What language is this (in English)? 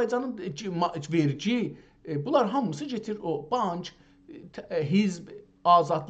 South Azerbaijani